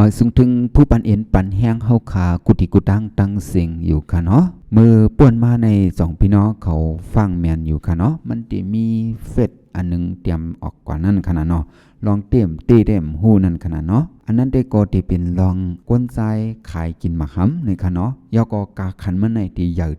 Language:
Shan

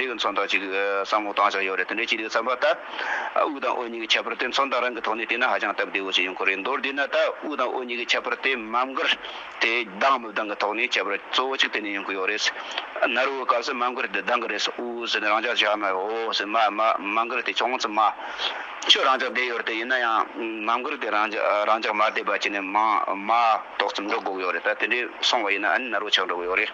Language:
Tibetan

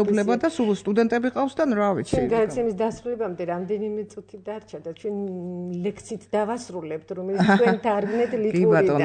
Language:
Georgian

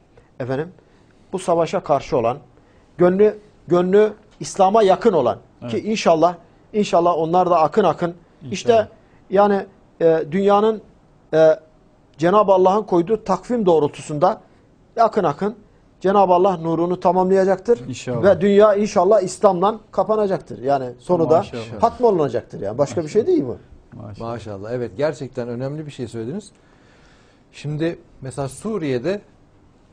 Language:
Turkish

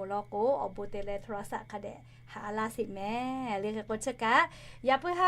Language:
Lahu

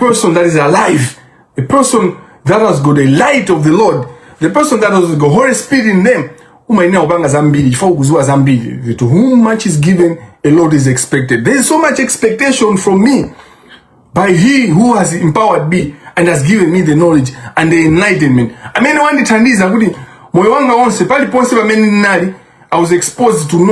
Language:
Nyanja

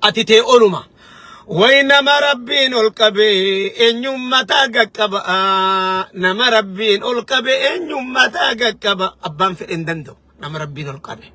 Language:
Oromo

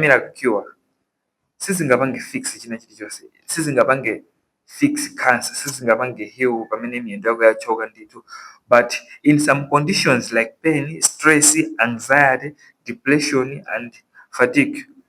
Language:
Nyanja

